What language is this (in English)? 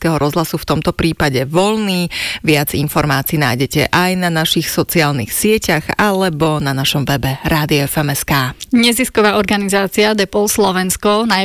Slovak